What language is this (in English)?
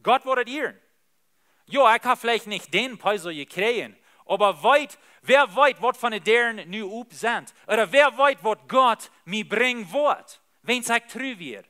Plautdietsch